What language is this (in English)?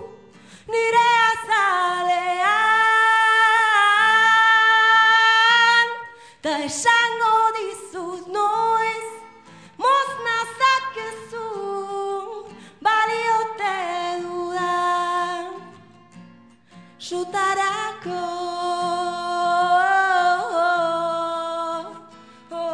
Basque